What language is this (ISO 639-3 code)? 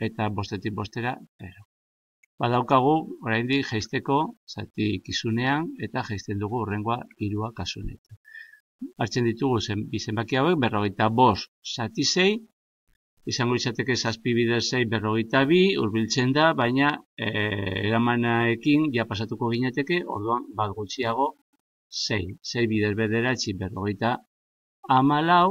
eus